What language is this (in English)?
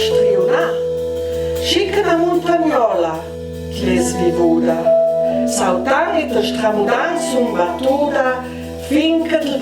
Ladin